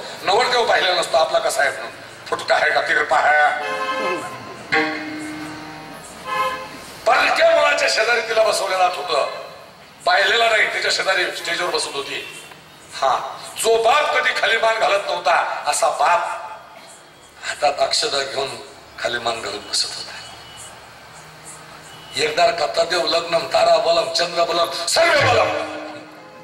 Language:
Marathi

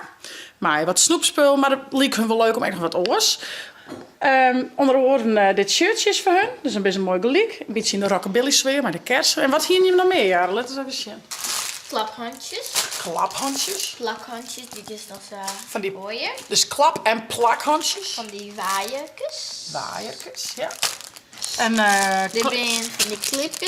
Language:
Western Frisian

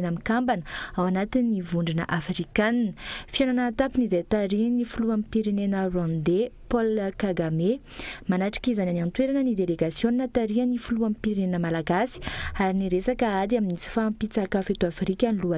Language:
Malagasy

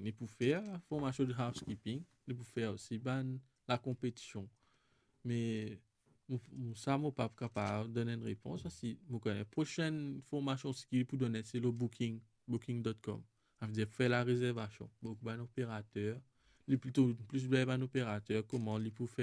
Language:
Morisyen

